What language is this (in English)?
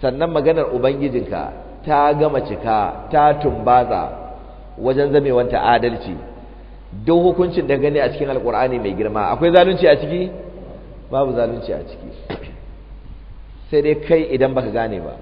Hausa